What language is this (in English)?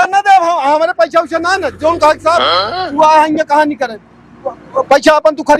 Awadhi